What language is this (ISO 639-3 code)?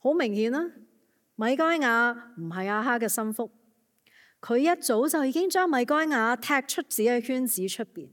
yue